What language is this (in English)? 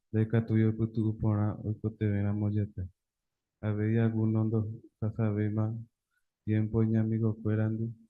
Guarani